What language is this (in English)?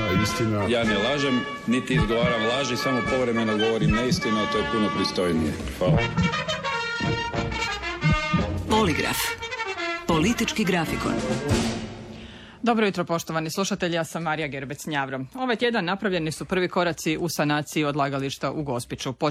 Croatian